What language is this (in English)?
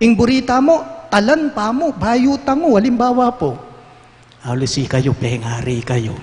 Pampanga